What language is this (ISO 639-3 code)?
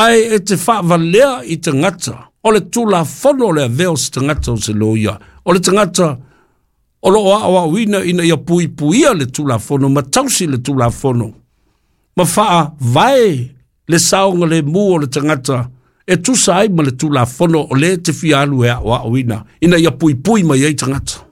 smo